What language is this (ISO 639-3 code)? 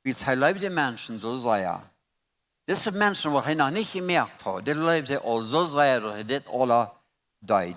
pdt